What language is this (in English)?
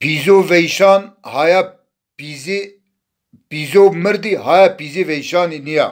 Zaza